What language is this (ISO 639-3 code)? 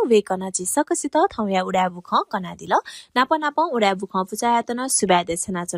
new